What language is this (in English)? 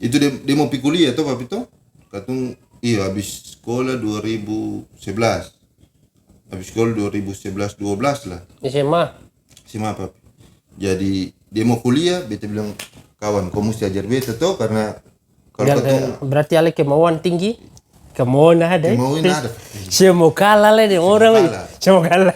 Ambonese Malay